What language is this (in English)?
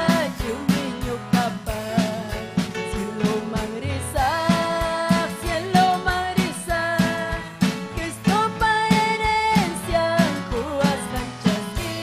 Ayacucho Quechua